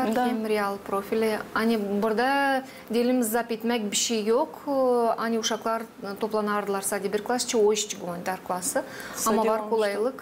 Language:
Gagauz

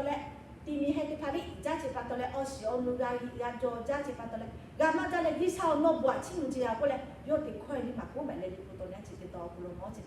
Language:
Lahu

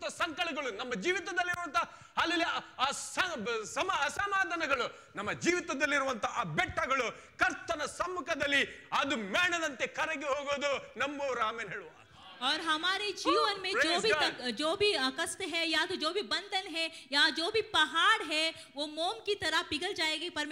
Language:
Kannada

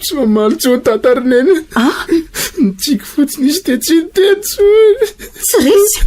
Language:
Malagasy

